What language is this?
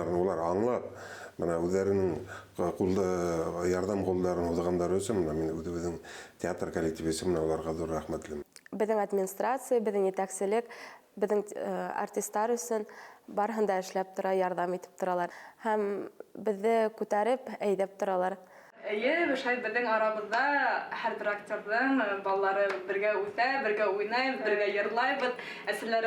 Bashkir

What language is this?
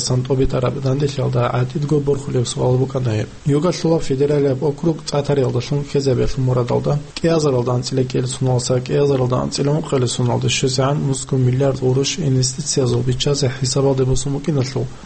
Avaric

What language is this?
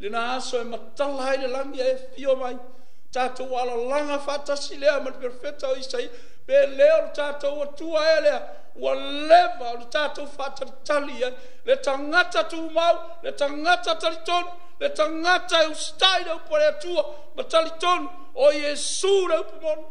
Samoan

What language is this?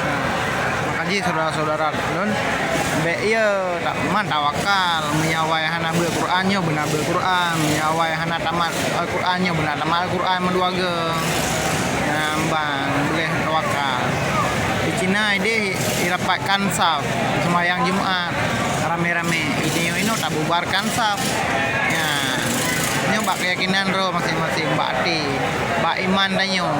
Achinese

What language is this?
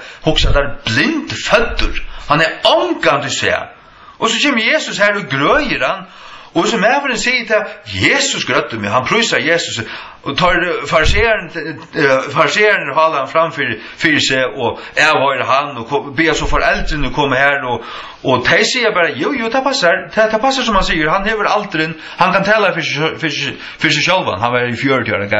Faroese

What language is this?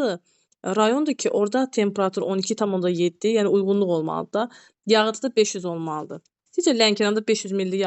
Azerbaijani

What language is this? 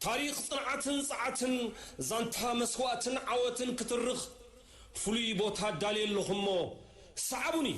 Tigrinya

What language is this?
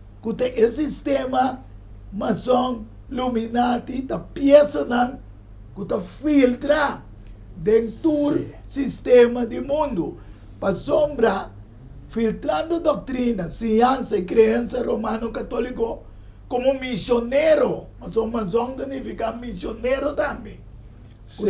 Papiamento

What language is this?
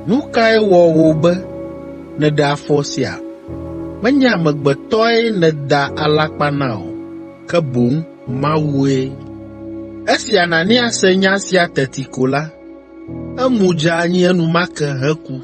Ewe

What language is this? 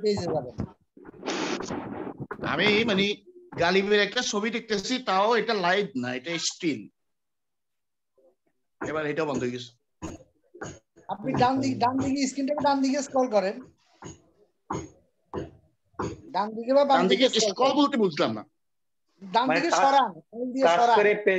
Bangla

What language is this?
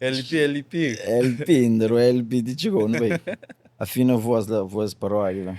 Kabuverdianu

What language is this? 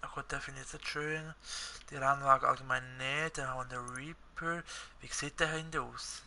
Swiss German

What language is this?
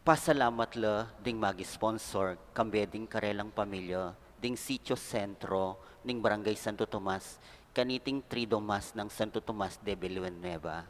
Pampanga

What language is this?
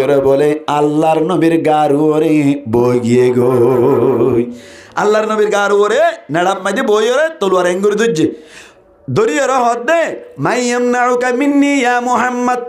Rohingya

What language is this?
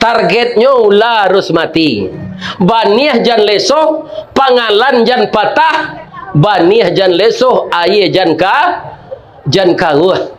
Minangkabau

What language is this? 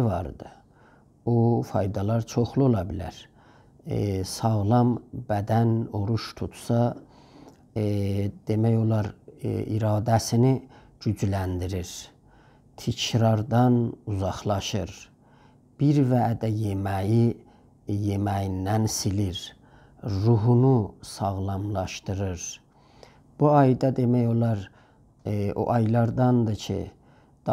South Azerbaijani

